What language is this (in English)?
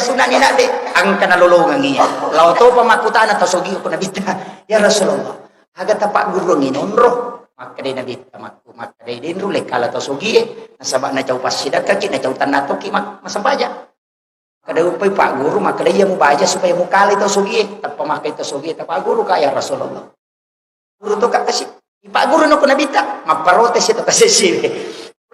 Buginese